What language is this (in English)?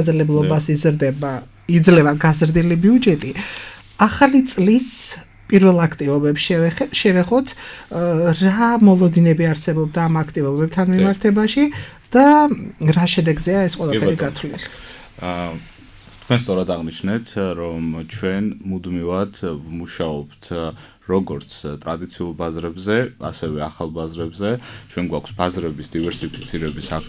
Georgian